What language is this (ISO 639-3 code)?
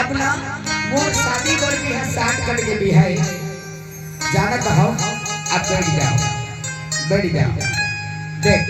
hne